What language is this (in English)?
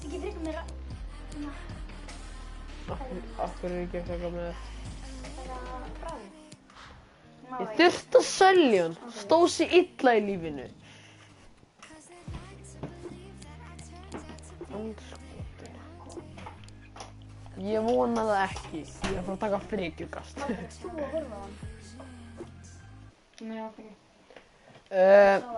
Icelandic